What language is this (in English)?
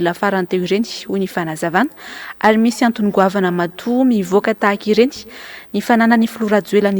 Malagasy